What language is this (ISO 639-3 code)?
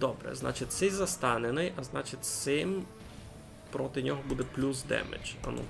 rue